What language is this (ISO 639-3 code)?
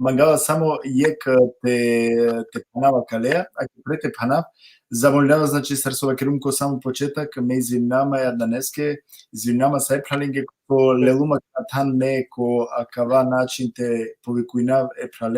rmn